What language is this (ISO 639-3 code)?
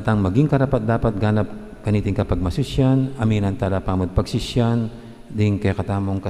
pam